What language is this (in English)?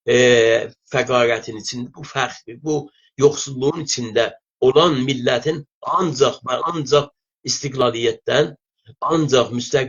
South Azerbaijani